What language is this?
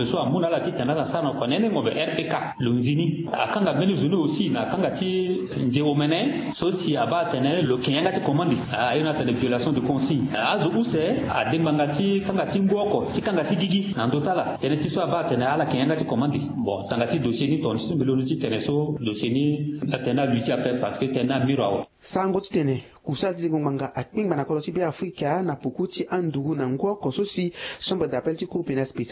Sango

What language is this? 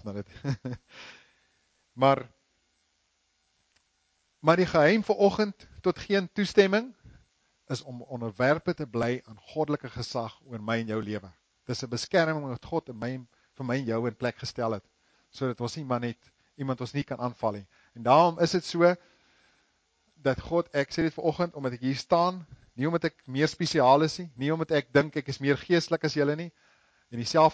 Afrikaans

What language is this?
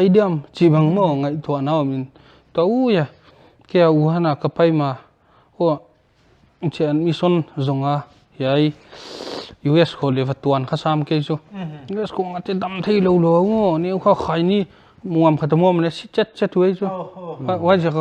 Paite Chin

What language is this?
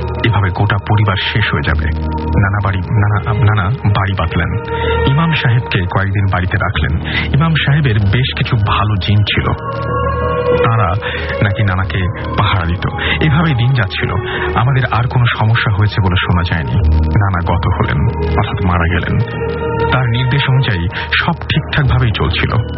Bangla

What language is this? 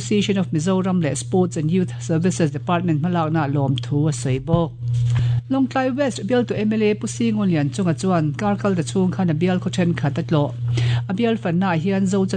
Mizo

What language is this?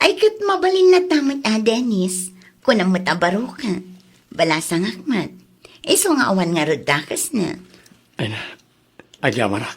Iloko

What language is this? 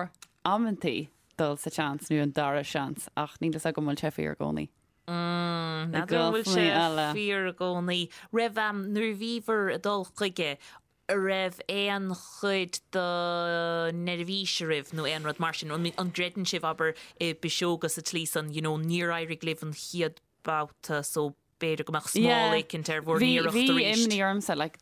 Irish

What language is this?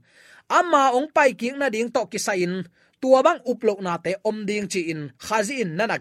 Tedim Chin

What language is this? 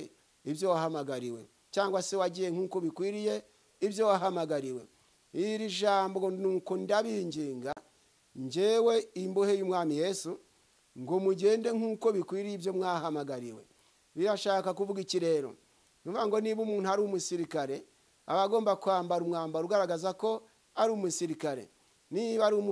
Kinyarwanda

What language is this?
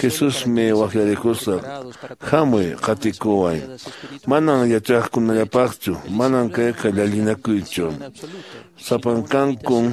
Quechua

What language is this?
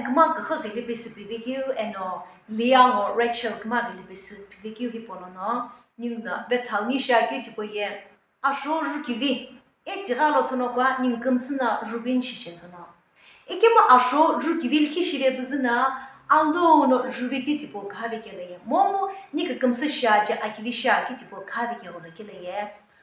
Sumi Naga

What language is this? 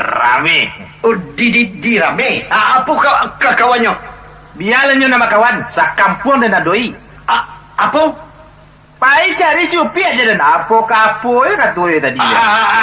Minangkabau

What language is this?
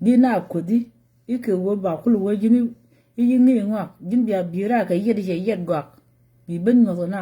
Nuer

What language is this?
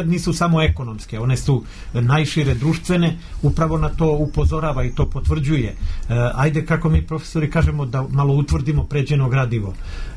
Serbian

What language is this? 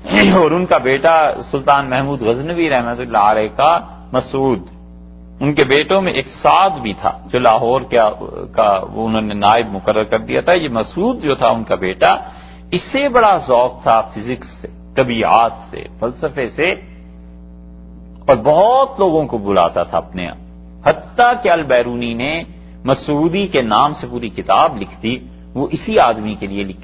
Urdu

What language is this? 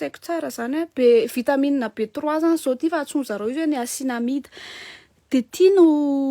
Malagasy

